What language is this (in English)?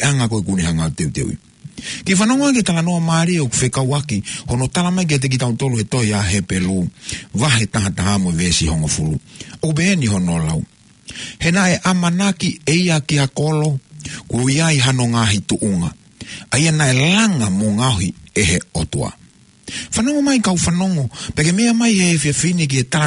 Tongan